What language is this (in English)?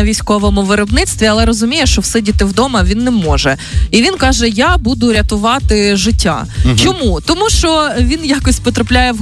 Ukrainian